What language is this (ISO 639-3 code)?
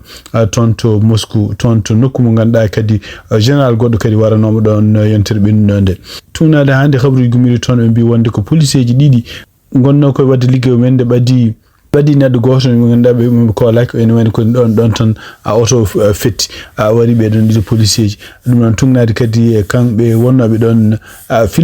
ful